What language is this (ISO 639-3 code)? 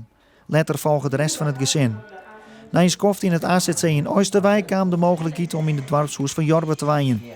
fry